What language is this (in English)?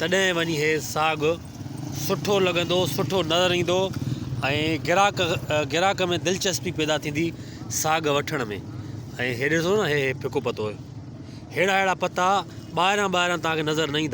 Sindhi